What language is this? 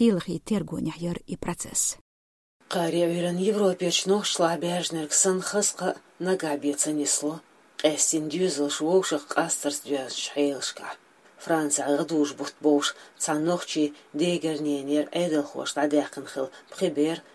Chechen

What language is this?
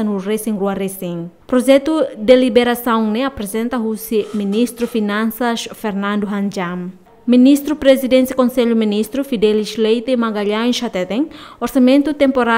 Tetum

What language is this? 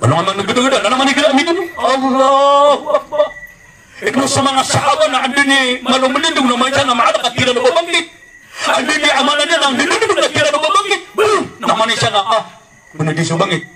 Maranao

